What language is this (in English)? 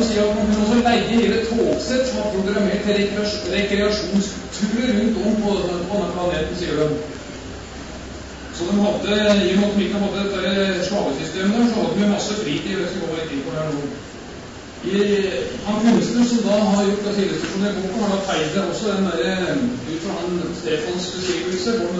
Norwegian